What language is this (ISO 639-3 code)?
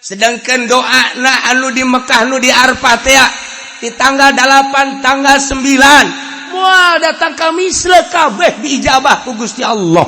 sun